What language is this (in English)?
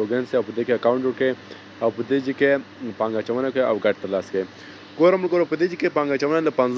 Pashto